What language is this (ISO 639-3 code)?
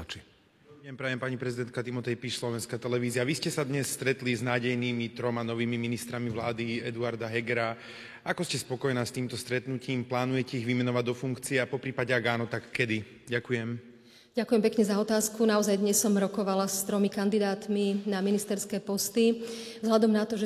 slk